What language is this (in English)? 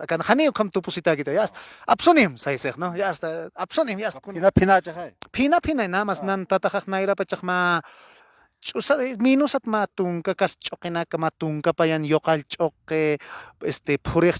Aymara